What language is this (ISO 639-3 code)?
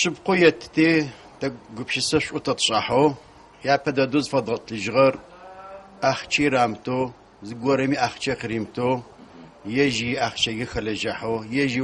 ady